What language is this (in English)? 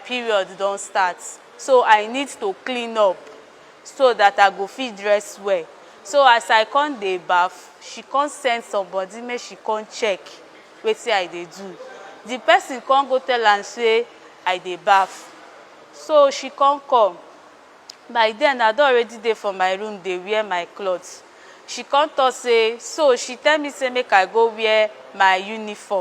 Nigerian Pidgin